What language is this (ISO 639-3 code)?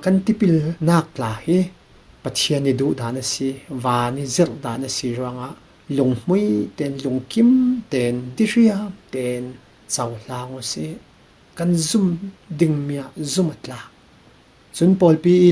cfm